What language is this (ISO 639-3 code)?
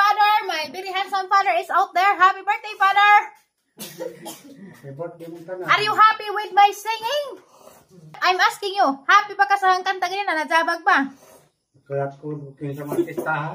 ceb